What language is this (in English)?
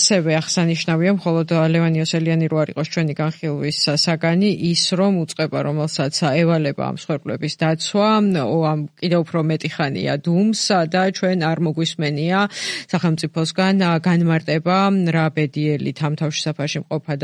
Georgian